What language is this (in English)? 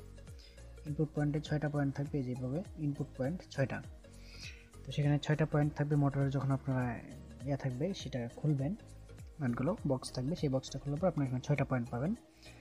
Bangla